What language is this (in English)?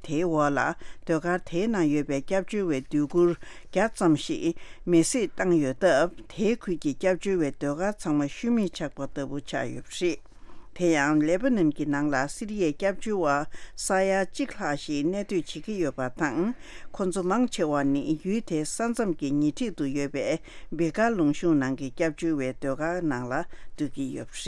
Tibetan